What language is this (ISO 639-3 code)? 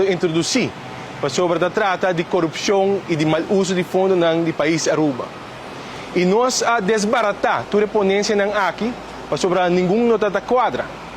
pap